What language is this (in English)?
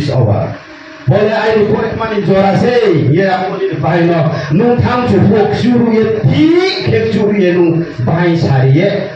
Riang (India)